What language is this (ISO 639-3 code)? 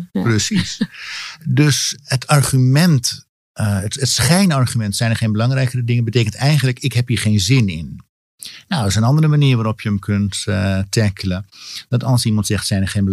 nld